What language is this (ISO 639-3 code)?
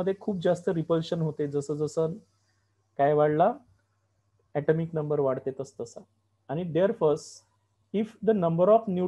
mar